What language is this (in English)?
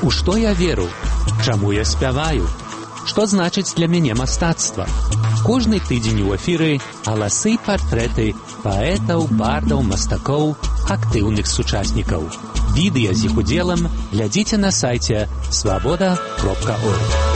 Belarusian